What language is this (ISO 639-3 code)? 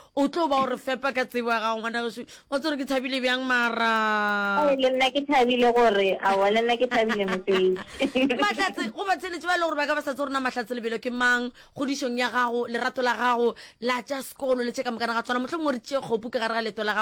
nso